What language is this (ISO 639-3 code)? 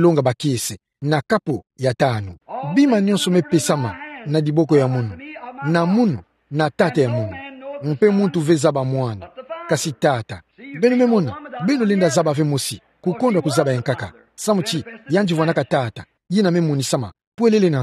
ktu